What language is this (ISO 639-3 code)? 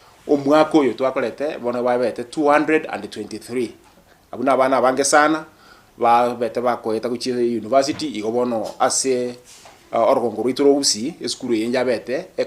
guz